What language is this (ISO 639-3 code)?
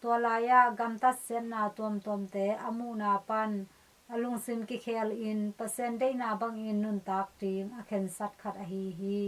ctd